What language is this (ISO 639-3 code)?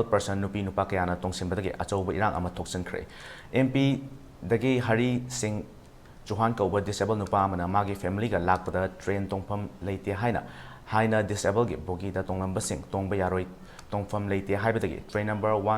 mni